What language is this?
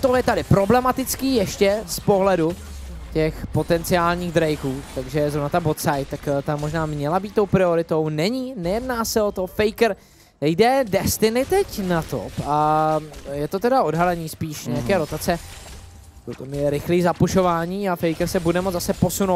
Czech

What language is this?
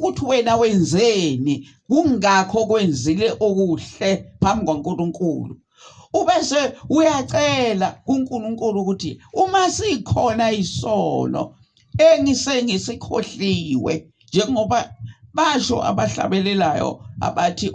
Zulu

